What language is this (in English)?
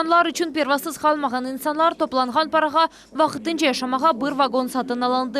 Crimean Tatar